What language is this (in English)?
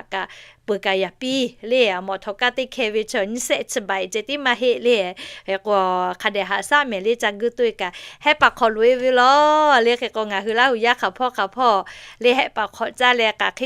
Lahu